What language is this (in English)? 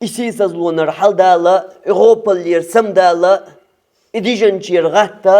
Chechen